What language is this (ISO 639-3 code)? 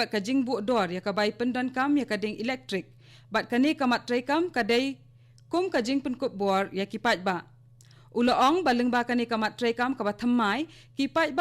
kha